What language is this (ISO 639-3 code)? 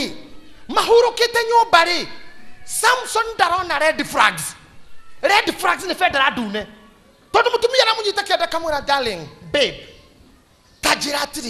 kik